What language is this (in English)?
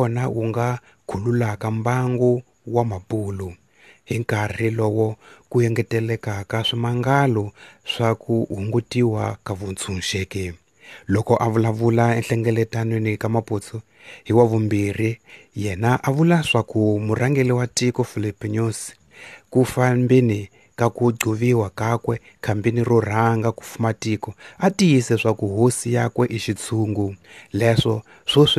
Tsonga